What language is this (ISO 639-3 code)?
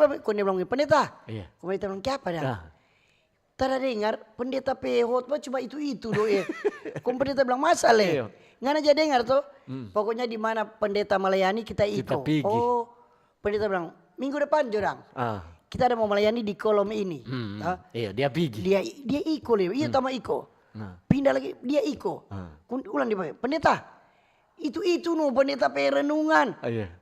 xmm